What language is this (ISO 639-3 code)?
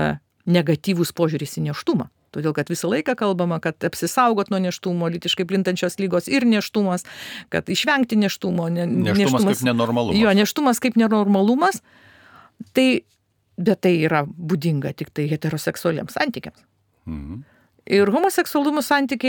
lit